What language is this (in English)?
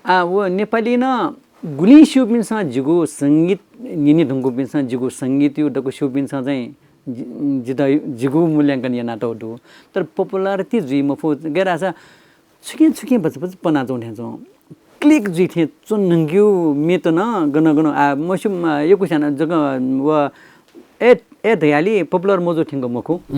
Newari